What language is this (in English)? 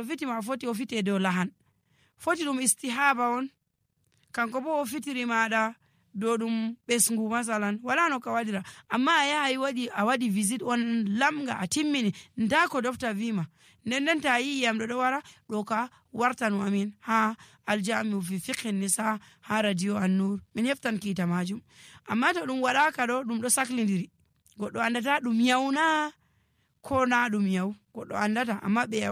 Nigerian Fulfulde